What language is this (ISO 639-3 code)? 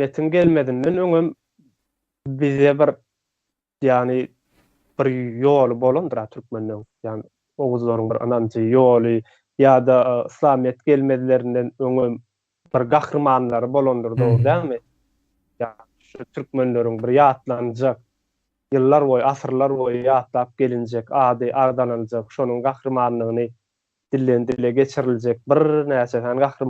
tuk